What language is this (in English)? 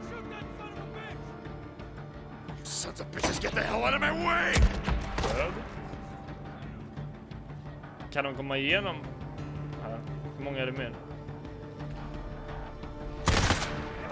Swedish